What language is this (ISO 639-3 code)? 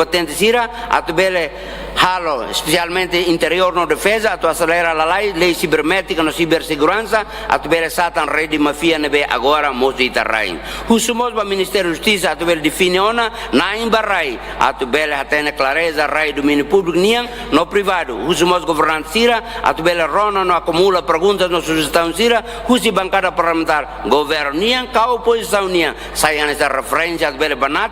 tet